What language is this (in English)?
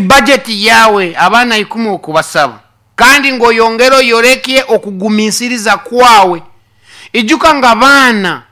Nyoro